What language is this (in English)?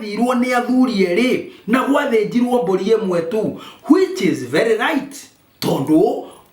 Kikuyu